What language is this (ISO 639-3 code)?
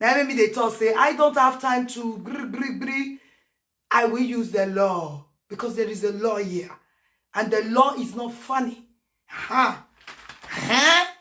pcm